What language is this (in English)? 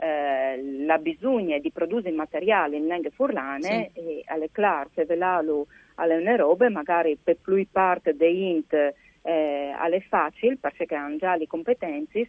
Friulian